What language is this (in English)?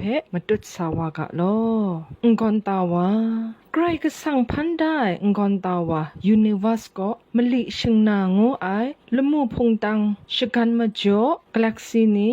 Kachin